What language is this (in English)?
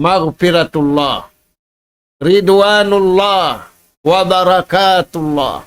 Tausug